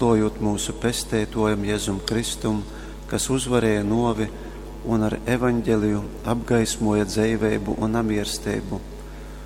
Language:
Latgalian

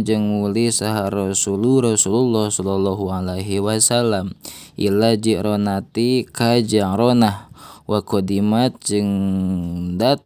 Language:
Sundanese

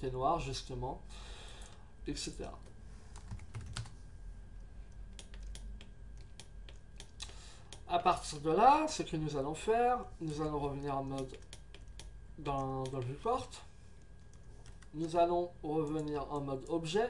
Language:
French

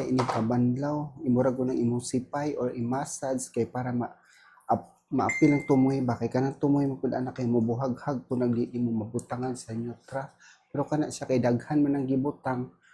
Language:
Cebuano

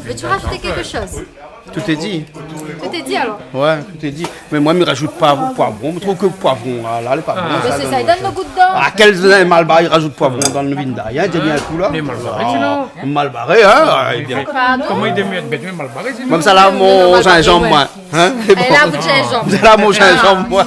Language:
Réunion Creole French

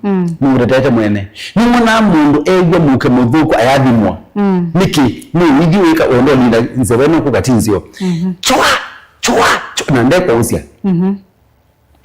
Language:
Kamba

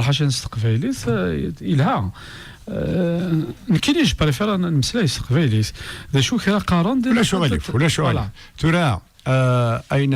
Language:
Kabyle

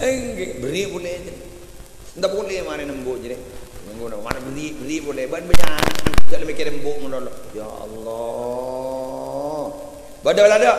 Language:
Madurese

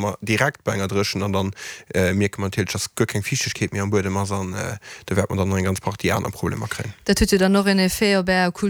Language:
Luxembourgish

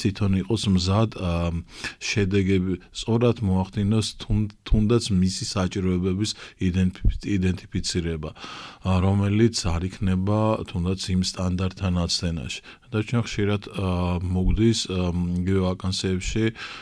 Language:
Georgian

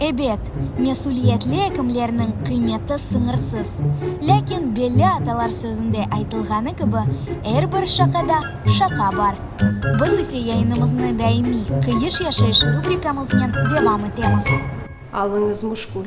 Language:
Crimean Tatar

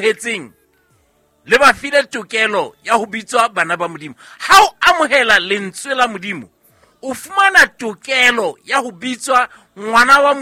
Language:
Southern Sotho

